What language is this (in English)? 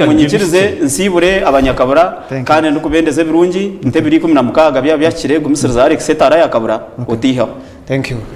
Nyankole